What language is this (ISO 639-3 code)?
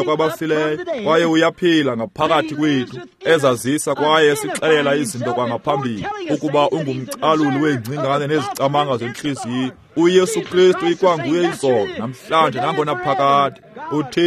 xho